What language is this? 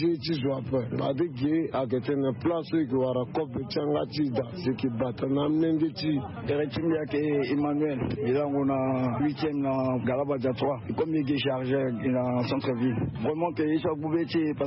Sango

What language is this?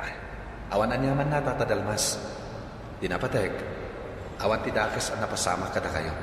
Iloko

